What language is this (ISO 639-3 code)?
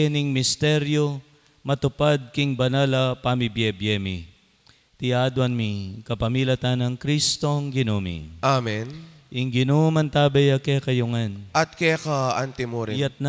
pam